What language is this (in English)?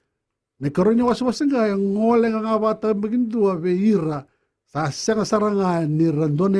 Fijian